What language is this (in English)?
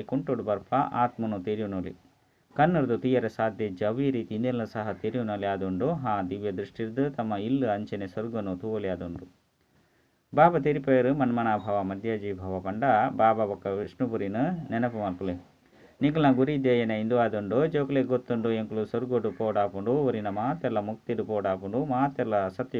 Tulu